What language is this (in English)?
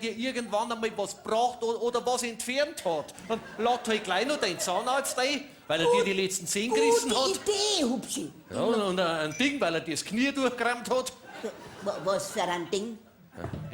Bavarian